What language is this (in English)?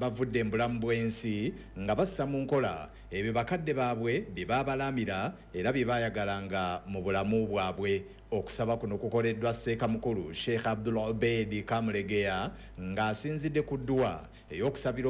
Ganda